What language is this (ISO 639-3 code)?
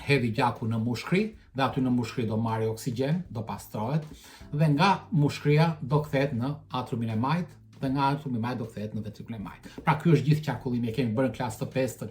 sqi